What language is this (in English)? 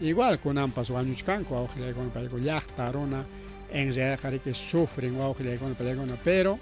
Ayacucho Quechua